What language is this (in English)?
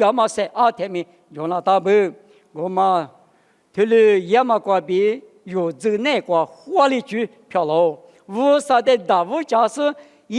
Lisu